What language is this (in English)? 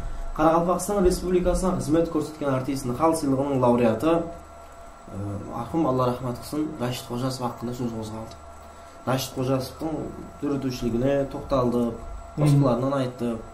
Kara-Kalpak